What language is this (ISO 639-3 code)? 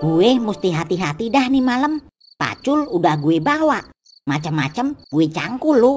bew